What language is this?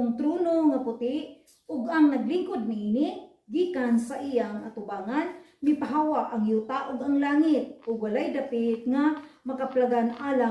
Cebuano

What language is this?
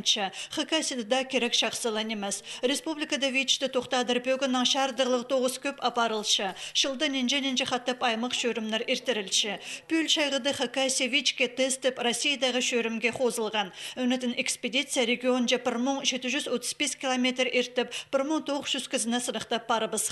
Khakas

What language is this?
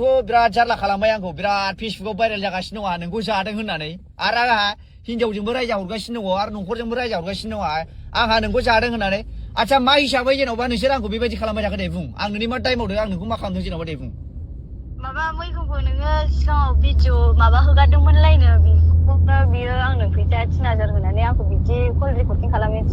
Bodo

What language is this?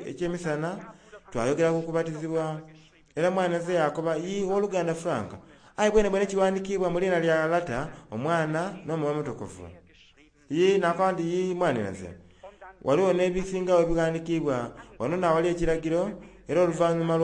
Soga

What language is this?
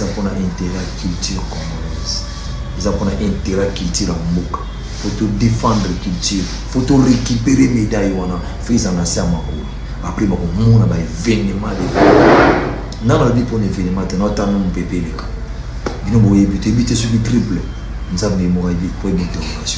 Lingala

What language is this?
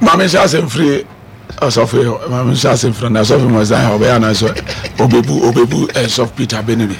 Akan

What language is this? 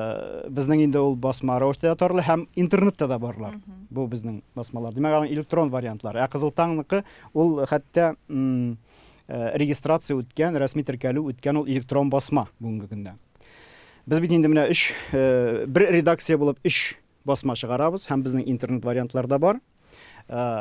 Tatar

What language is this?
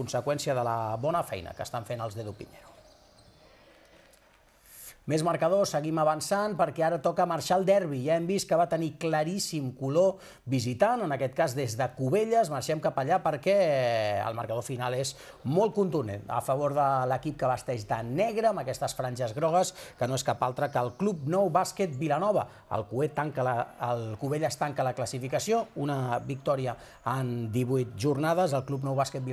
Catalan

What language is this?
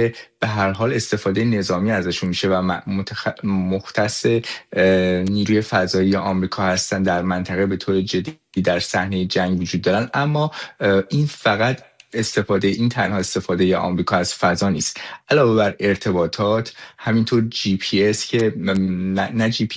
Persian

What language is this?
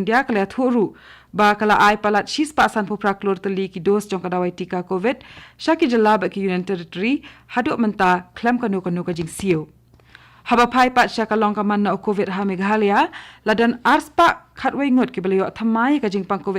Khasi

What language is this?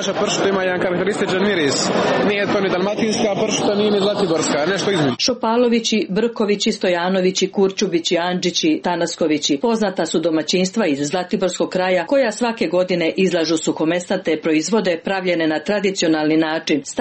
Serbian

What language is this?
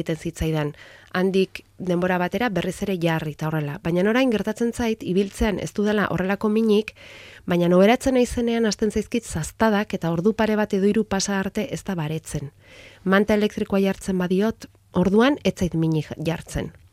Basque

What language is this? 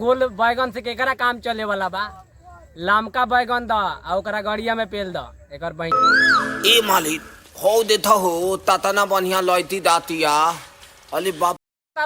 Bhojpuri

